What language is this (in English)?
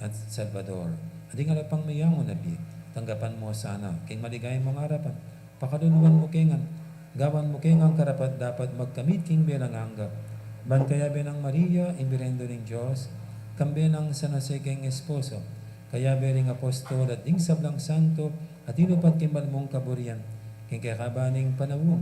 Pampanga